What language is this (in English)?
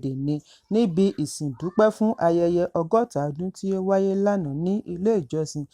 Yoruba